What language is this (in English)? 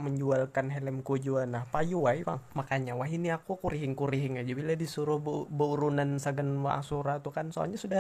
Banjar